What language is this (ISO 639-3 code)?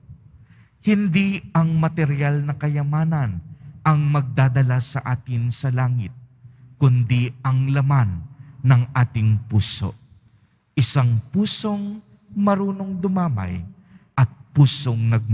fil